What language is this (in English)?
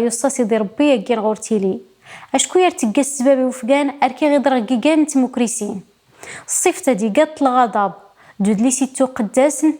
Kabyle